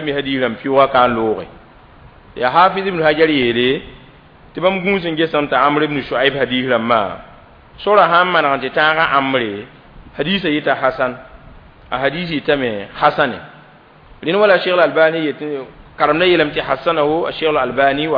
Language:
Mossi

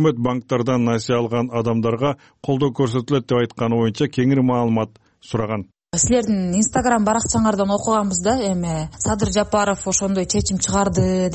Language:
Kyrgyz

